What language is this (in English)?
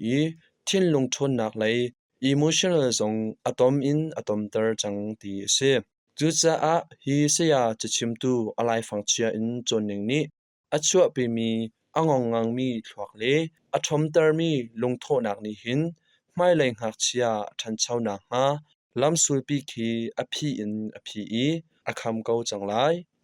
Hakha Chin